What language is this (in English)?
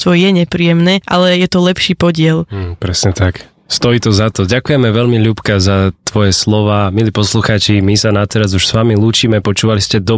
Slovak